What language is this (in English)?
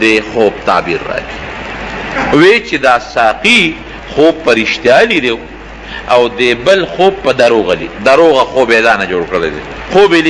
Pashto